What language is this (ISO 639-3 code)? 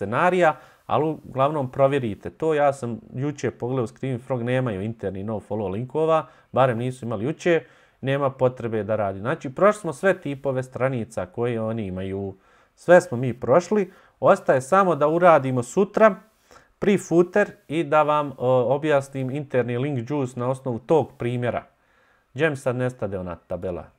bos